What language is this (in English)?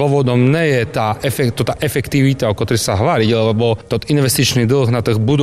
Slovak